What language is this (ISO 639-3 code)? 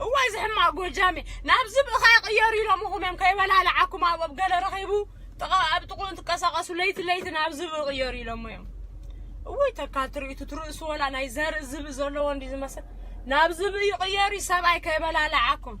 tir